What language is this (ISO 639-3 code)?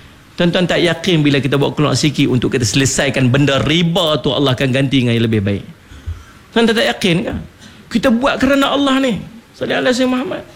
msa